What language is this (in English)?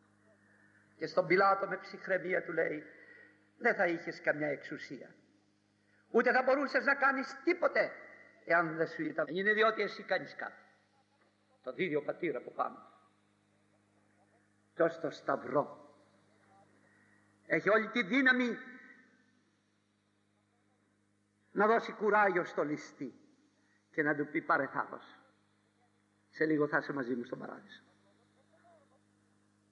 Greek